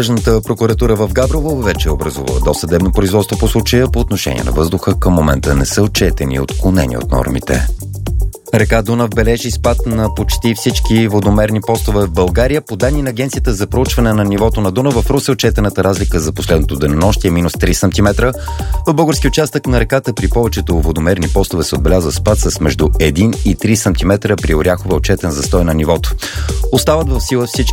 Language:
Bulgarian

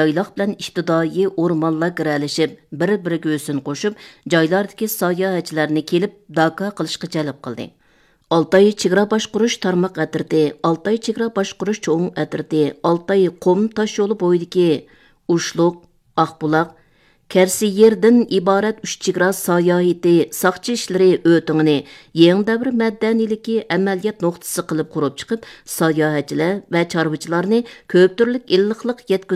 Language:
Uyghur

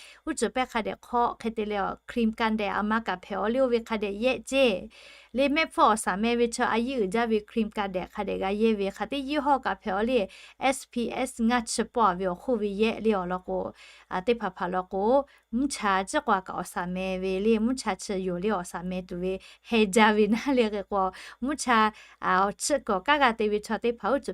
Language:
Lahu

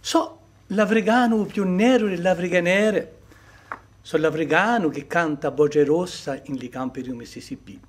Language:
Corsican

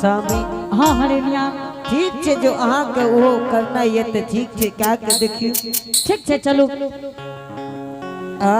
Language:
Angika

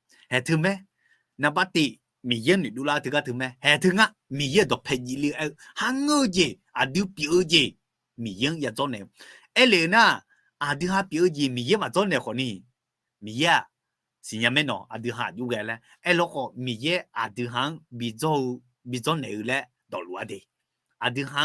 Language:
Akha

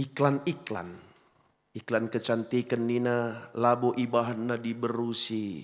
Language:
Batak Karo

